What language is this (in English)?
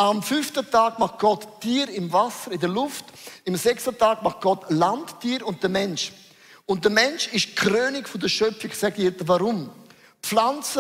Swiss German